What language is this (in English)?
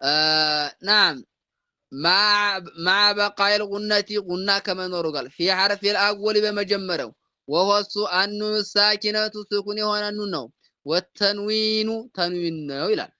Amharic